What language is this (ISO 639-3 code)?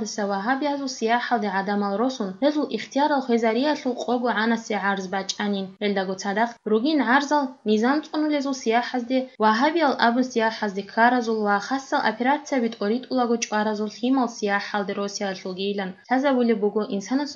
ava